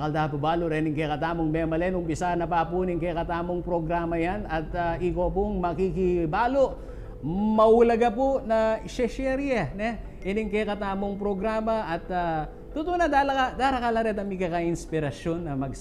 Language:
Pampanga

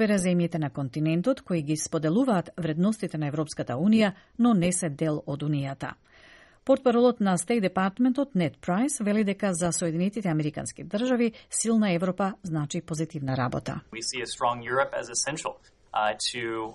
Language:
Macedonian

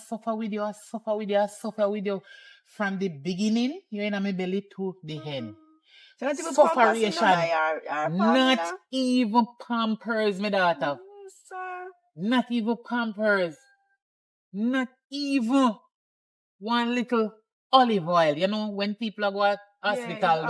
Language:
Jamaican Creole English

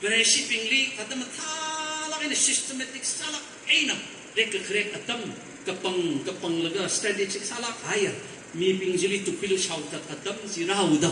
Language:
Tangkhul Naga (India)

